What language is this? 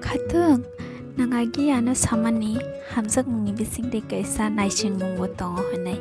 Kok Borok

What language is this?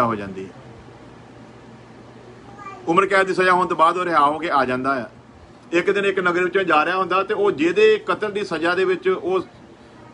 Punjabi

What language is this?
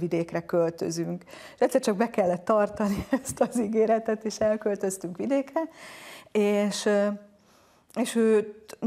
Hungarian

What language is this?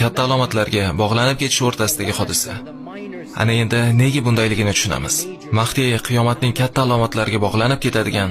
Uzbek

